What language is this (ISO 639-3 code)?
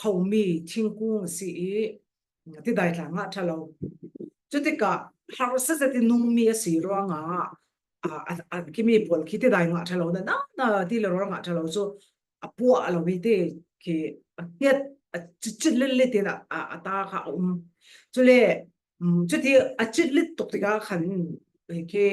cfm